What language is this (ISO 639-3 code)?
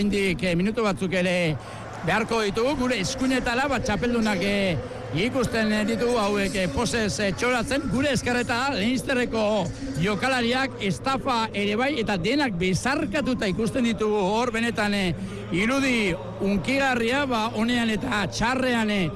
eus